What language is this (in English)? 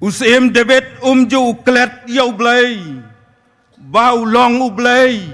Khasi